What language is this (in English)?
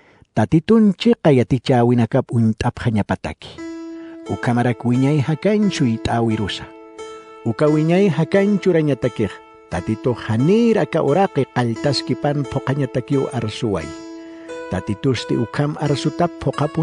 Aymara